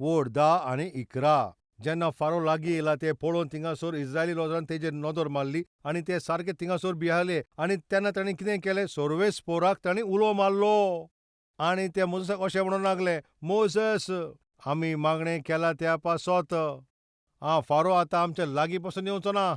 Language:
Konkani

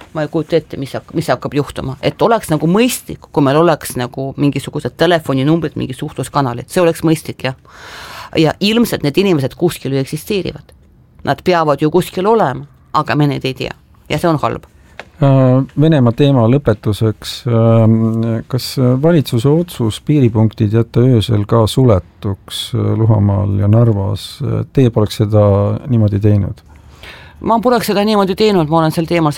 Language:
Estonian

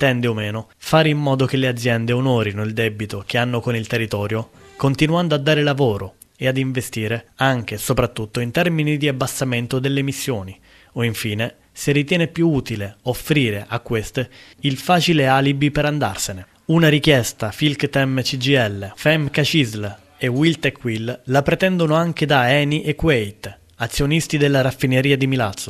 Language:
Italian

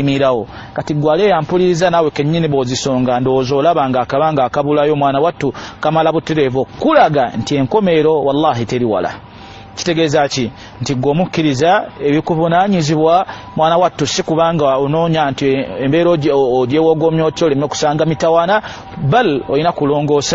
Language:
Ganda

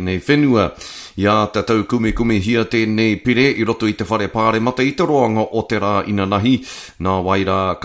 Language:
Māori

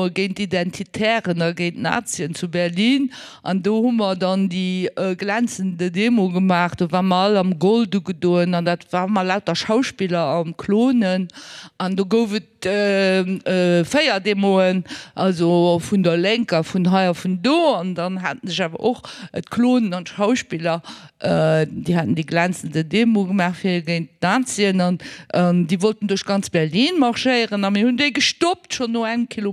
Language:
Luxembourgish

